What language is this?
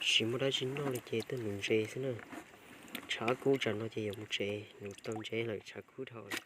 Hmong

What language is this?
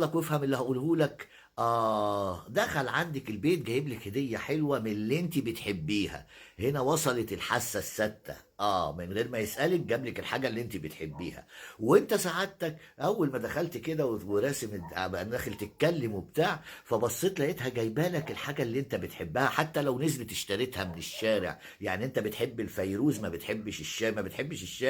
Egyptian Arabic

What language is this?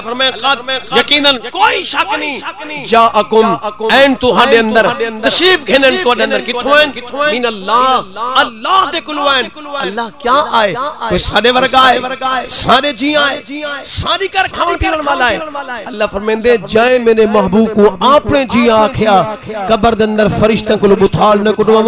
Saraiki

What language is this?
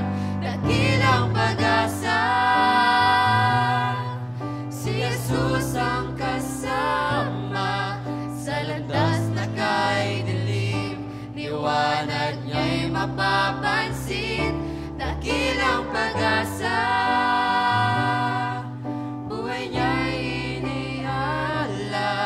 Filipino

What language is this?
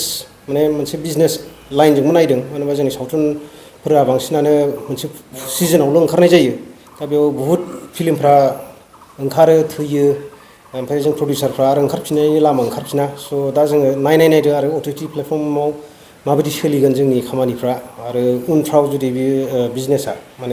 Bodo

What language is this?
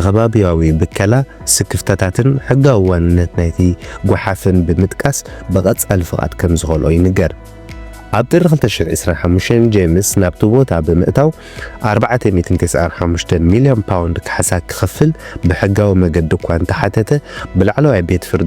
Tigrinya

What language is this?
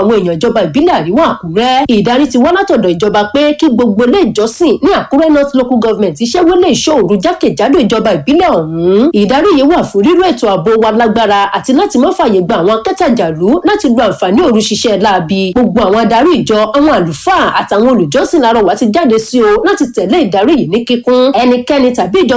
Yoruba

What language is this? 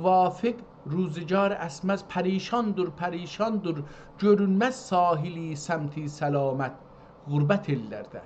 South Azerbaijani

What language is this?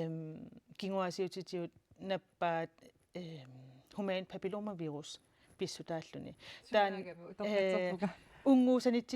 Kalaallisut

